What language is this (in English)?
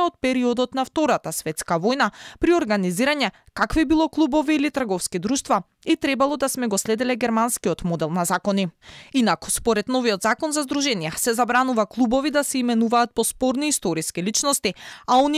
Macedonian